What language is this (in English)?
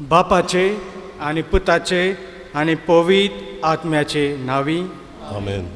Konkani